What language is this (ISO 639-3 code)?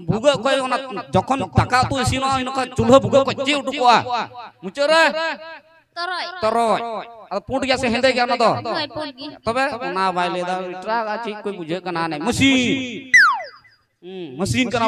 sat